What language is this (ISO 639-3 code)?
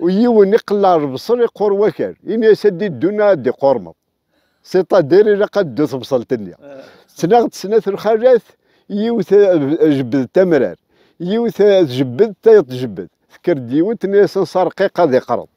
kab